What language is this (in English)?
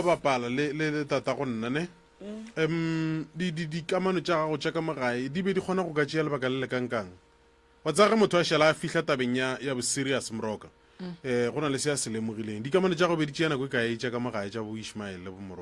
Northern Sotho